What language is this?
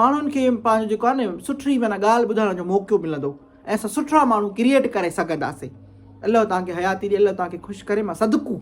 Sindhi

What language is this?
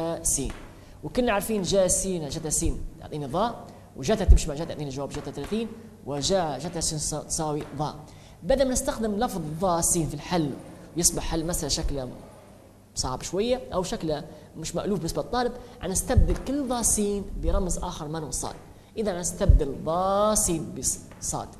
Arabic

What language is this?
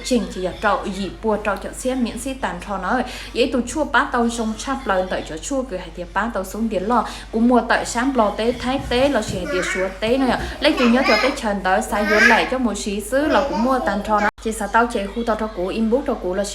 Hmong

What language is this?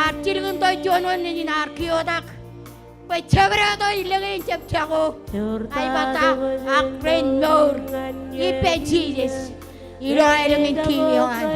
Marshallese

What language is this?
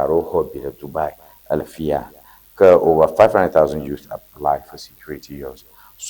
Ewe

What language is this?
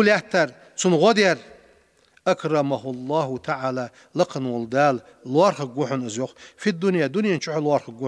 Ingush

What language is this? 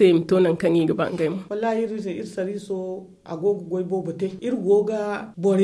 Zarma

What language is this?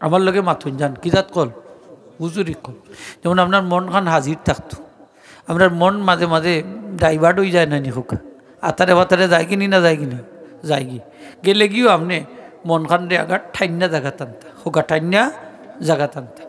Sylheti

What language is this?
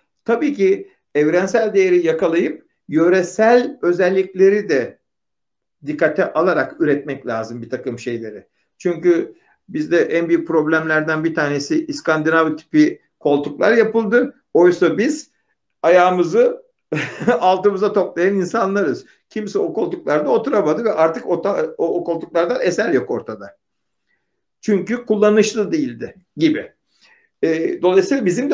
Turkish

